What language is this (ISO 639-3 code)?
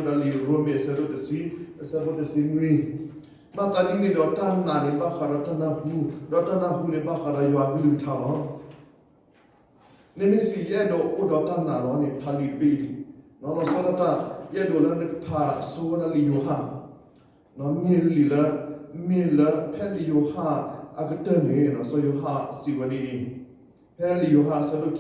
ksw